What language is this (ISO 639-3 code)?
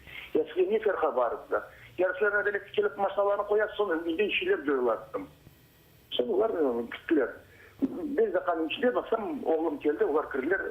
crh